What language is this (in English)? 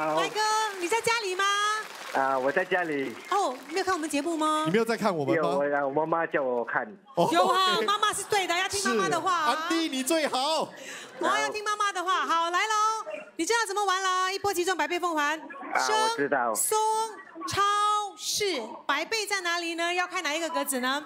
Chinese